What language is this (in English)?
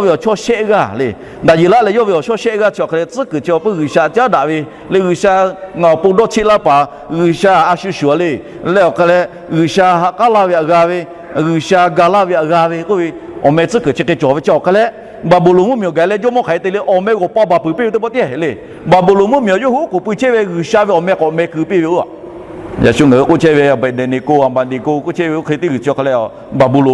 Lahu